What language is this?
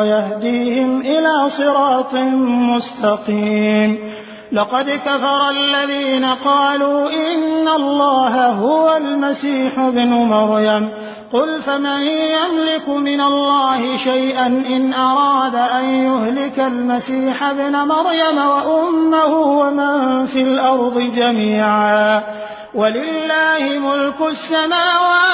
Arabic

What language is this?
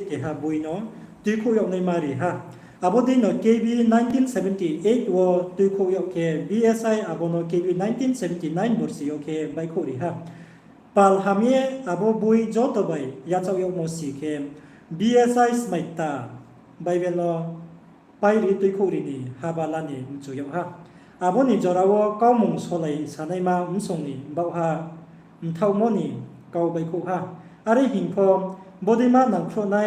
Riang (India)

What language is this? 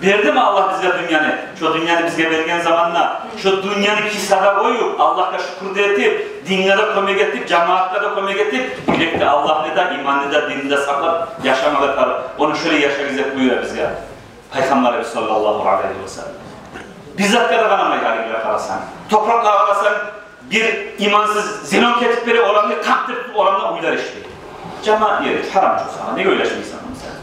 Kumyk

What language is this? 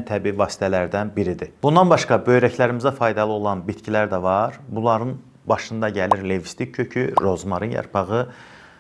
Azerbaijani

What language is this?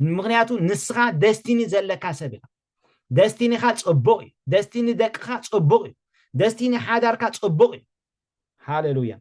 Tigrinya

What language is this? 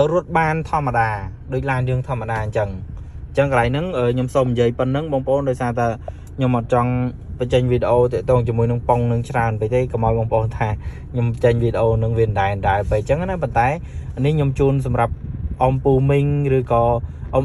Khmer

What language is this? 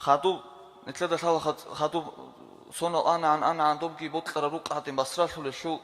Avaric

